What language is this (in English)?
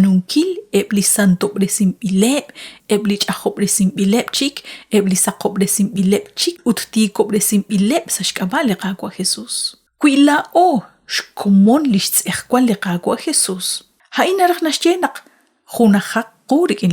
Kekchí